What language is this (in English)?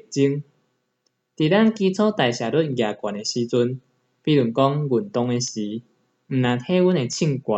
Min Nan Chinese